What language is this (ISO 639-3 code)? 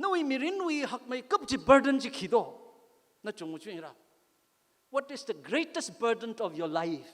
nmf